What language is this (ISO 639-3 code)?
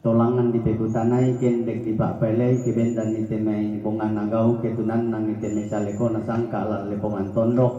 sda